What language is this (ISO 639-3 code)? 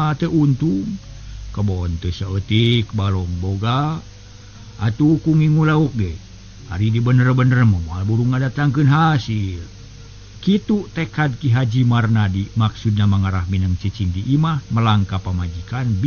sun